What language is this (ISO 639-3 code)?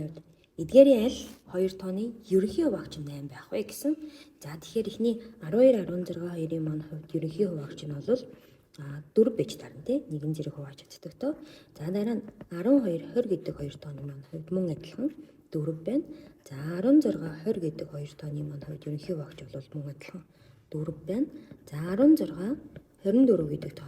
mon